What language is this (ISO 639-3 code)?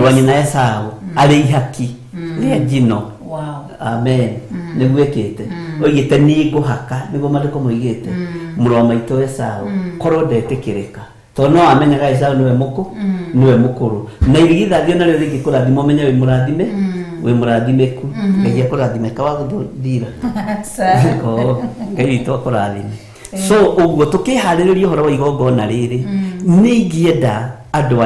kik